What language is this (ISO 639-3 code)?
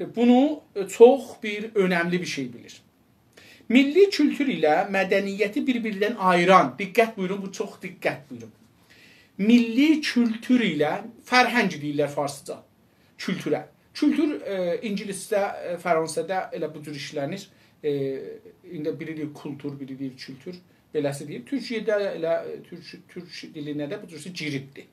azb